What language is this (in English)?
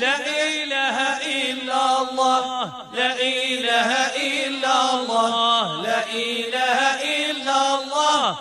Moroccan Arabic